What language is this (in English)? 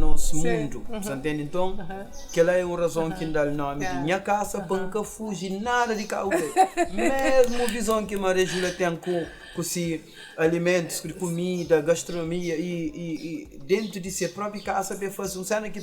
Kabuverdianu